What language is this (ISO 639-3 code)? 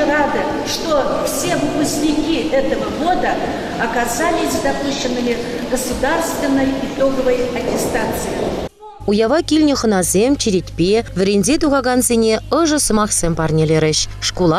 chv